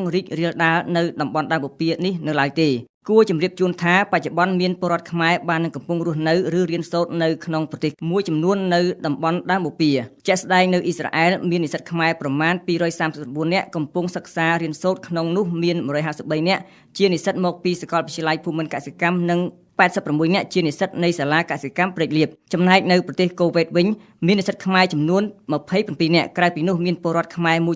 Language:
Khmer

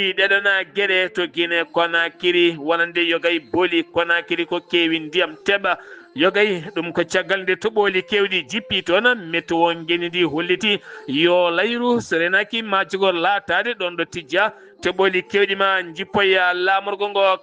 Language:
Fula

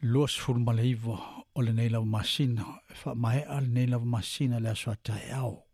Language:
Samoan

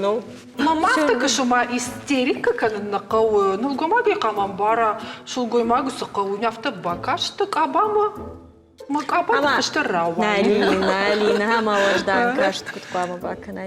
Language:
Ossetic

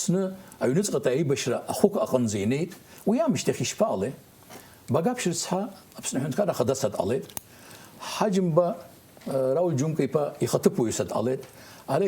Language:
Abkhazian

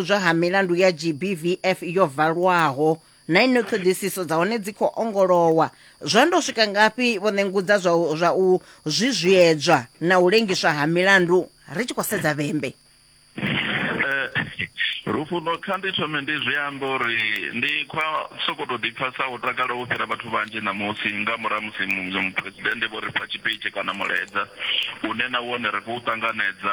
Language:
Venda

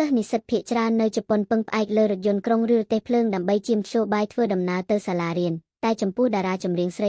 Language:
Khmer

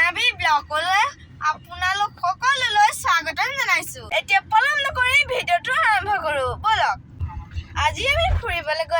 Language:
Assamese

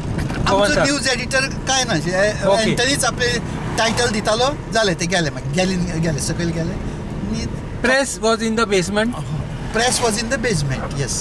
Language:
Konkani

